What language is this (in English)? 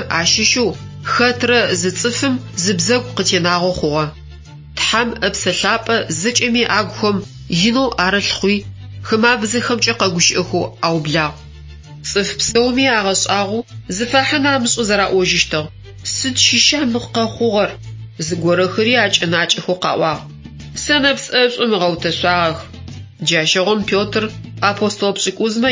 Adyghe